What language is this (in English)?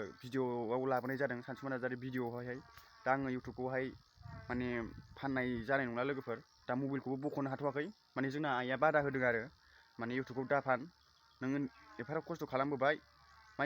Bodo